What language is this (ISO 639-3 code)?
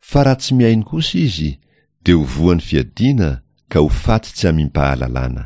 mlg